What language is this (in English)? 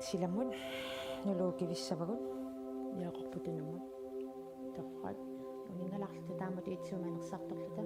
Kalaallisut